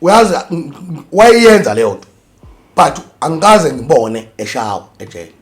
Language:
Zulu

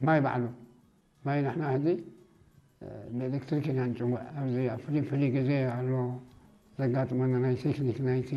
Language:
Tigrinya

